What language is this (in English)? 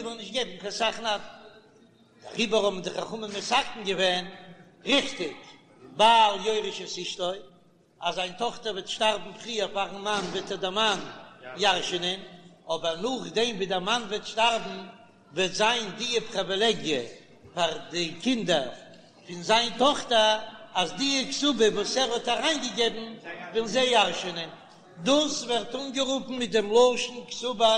Yiddish